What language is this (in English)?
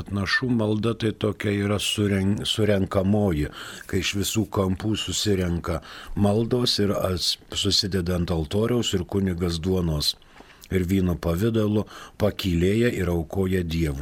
Lithuanian